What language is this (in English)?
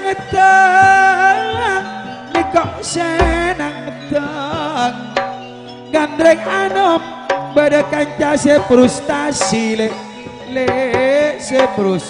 Madurese